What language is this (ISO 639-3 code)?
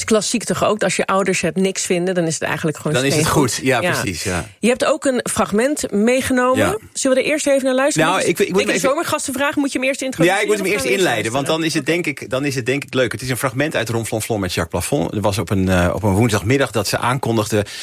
nld